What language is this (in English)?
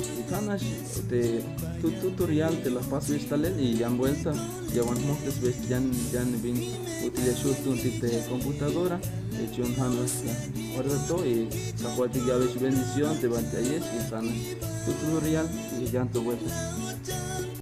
Tzeltal